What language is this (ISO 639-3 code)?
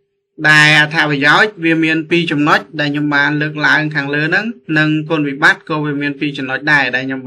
khm